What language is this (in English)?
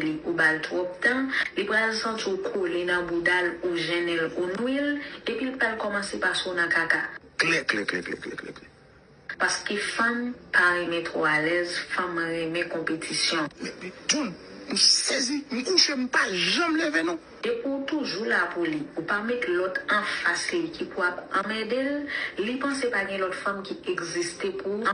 Haitian Creole